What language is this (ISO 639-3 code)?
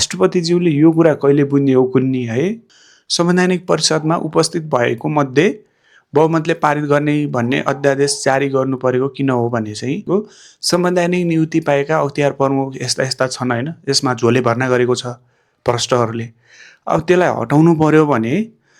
nep